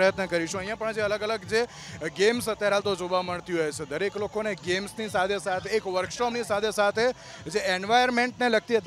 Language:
Gujarati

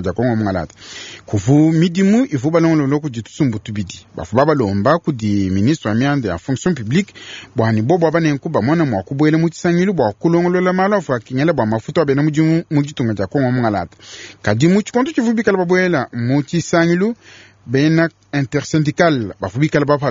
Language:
Luba-Lulua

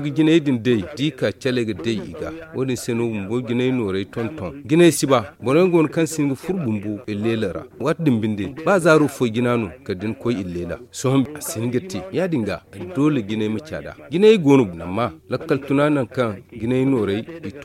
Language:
Zarma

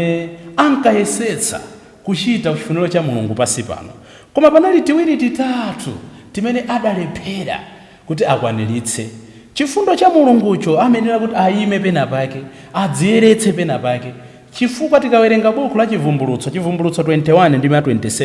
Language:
Nyanja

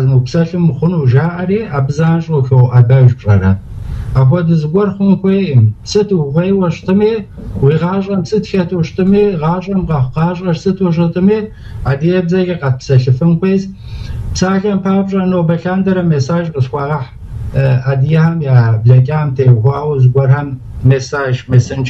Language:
Kabardian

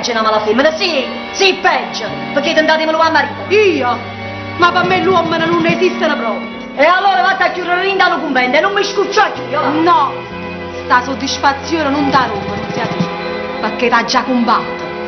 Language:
Neapolitan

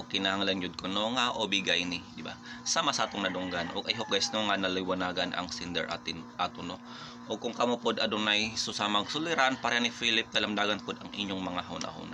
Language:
Cebuano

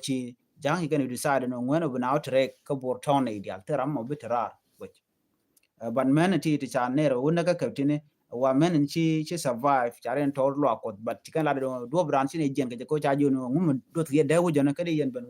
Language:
Nuer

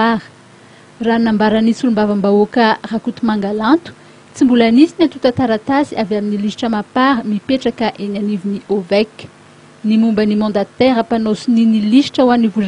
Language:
Malagasy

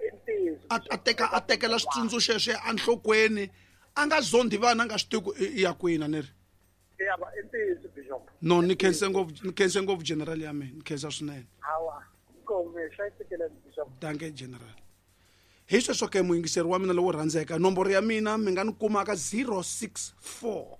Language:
Tsonga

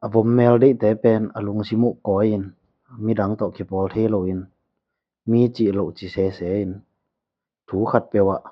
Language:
Tedim Chin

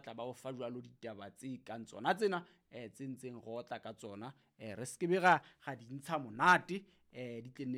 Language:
Southern Sotho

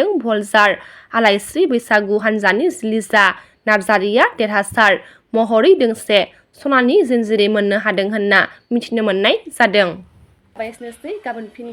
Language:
Bodo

